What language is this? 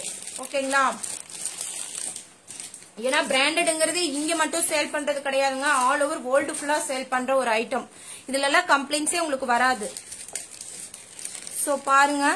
Tamil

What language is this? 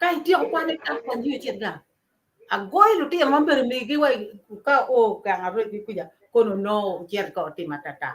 Acoli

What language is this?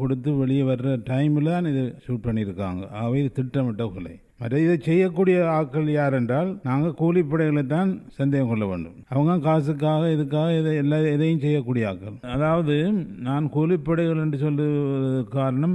Tamil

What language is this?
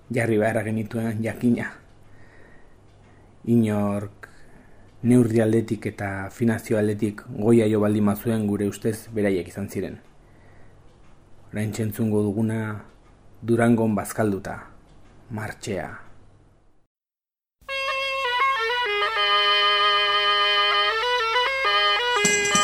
Basque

